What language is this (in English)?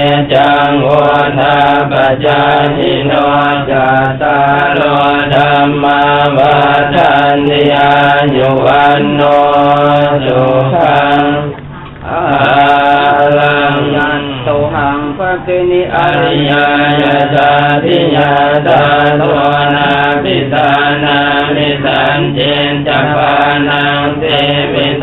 Pali